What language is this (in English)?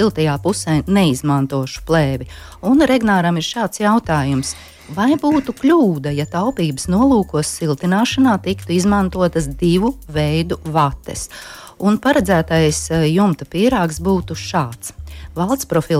Latvian